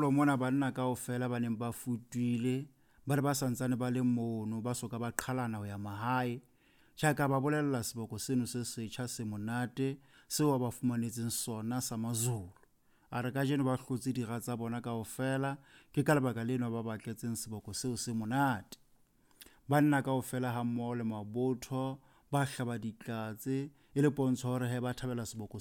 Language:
Southern Sotho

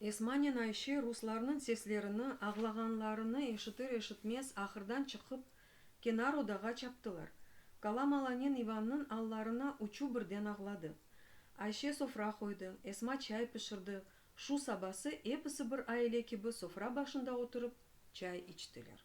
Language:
Crimean Tatar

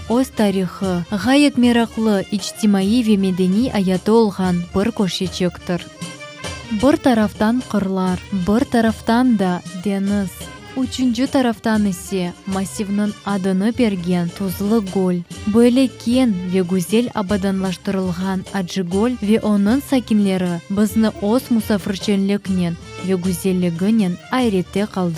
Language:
Crimean Tatar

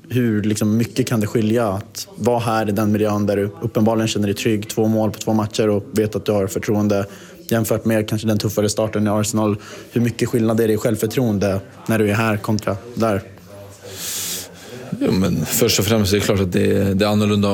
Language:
Swedish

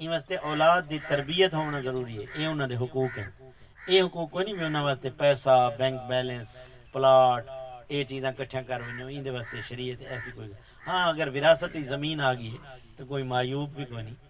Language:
Saraiki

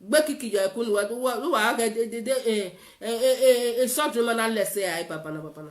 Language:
Nigerian Pidgin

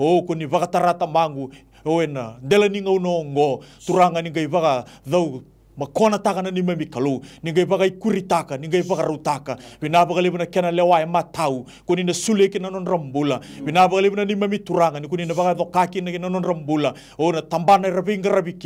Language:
Fijian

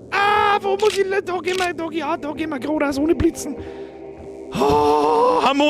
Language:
Bavarian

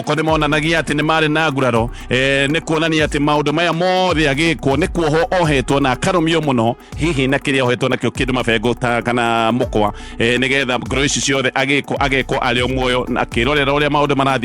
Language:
Kikuyu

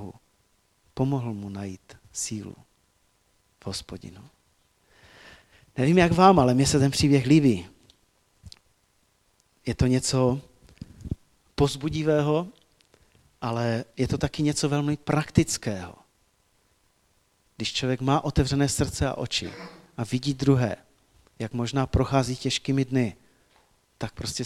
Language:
Czech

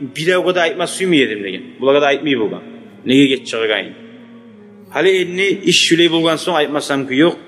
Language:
Kumyk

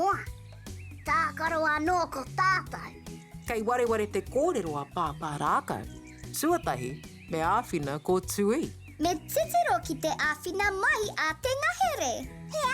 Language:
Māori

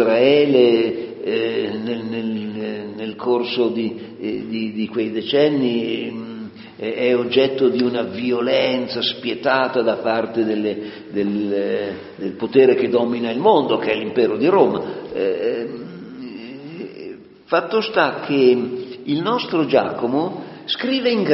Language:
Italian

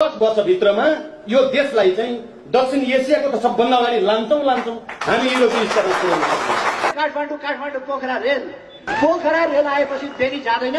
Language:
Nepali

